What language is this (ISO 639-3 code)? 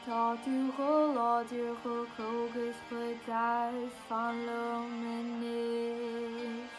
gle